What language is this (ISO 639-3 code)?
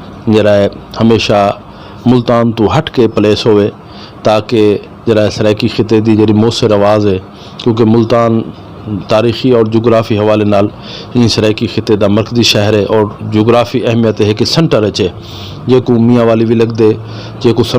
skr